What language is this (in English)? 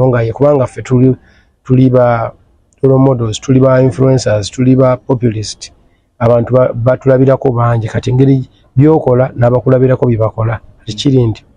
Ganda